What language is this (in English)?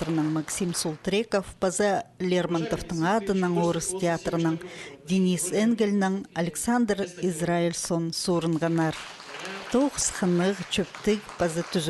Khakas